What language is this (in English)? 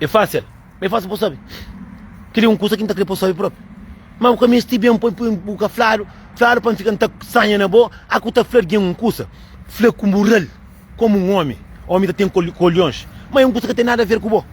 Kabuverdianu